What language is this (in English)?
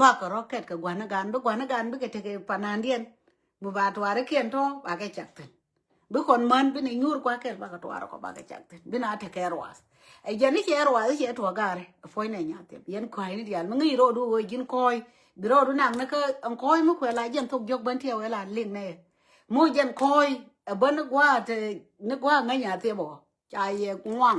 Nuer